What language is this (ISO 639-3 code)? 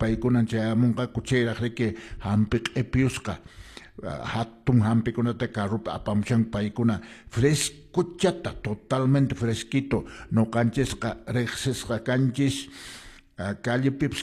que